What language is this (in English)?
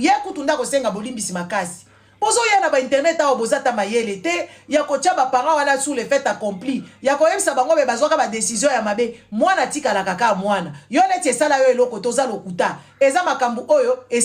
Lingala